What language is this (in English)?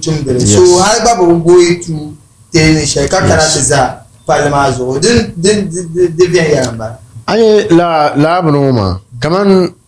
Dagbani